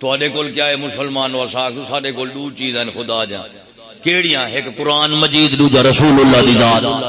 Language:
Saraiki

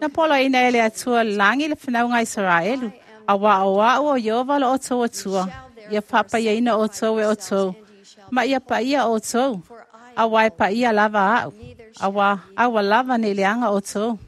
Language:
Samoan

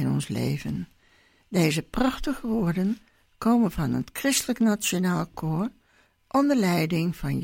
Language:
Dutch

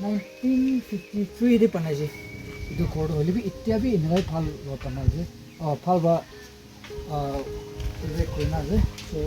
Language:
Naga Pidgin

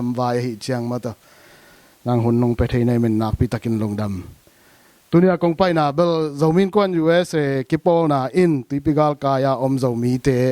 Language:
Tedim Chin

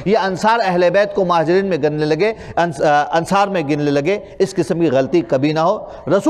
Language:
Urdu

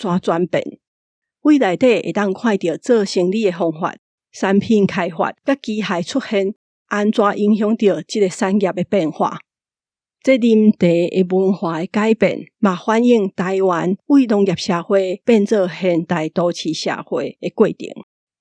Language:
Min Nan Chinese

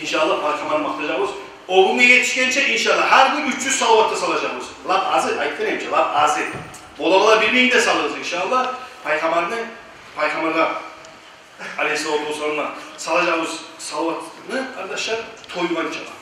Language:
Kumyk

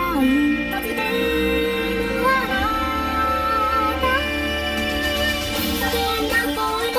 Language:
Japanese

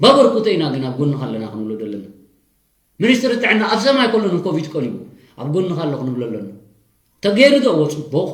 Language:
Tigrinya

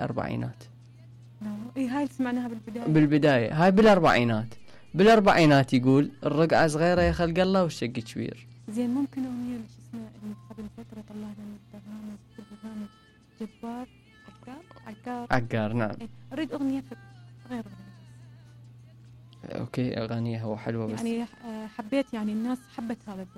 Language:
Mesopotamian Arabic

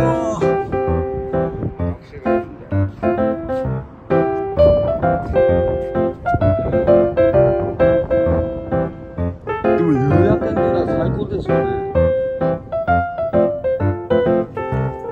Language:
Japanese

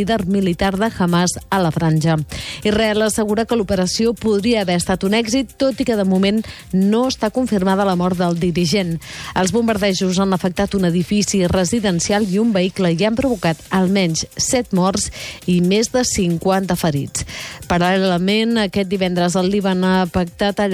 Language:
Catalan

